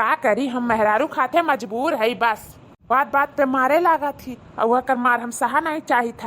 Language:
Awadhi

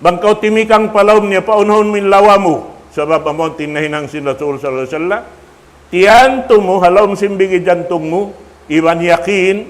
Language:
Tausug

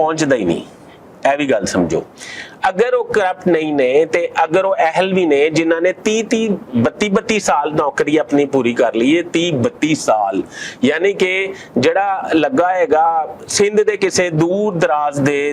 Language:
Western Panjabi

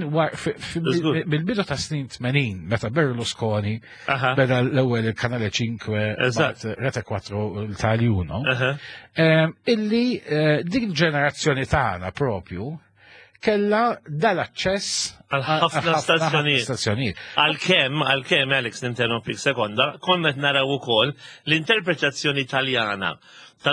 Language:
Maltese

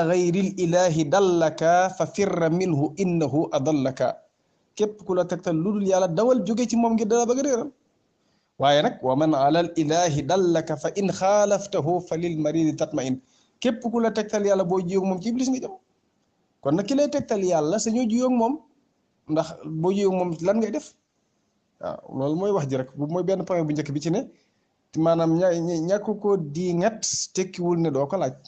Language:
Wolof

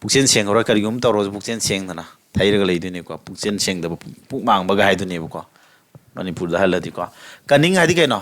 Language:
Manipuri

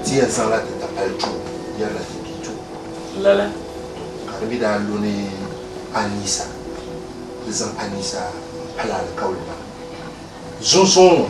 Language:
Dagbani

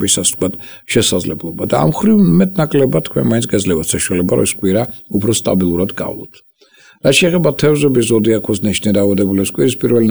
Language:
Georgian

